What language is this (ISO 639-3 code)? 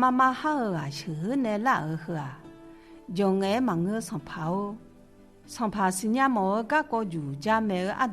ahk